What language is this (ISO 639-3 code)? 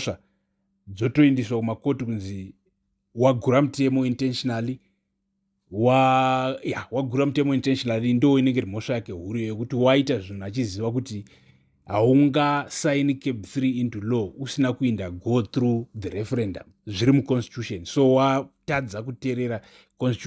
sna